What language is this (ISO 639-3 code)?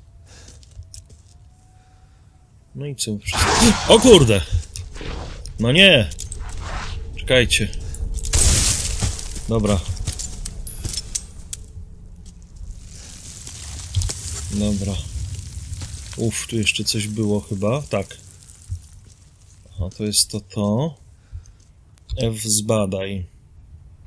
pol